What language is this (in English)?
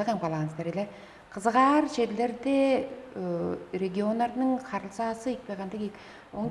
Tuvinian